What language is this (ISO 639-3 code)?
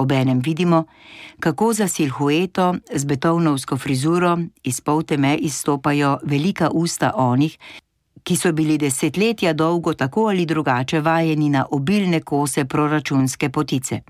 slv